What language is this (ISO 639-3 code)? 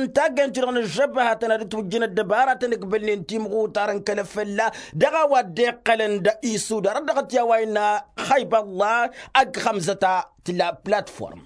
taq